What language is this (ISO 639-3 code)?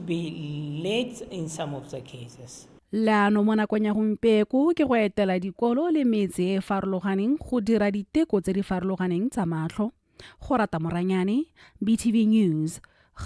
tsn